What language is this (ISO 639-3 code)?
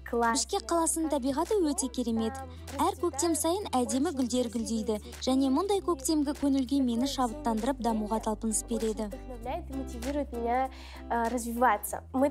kaz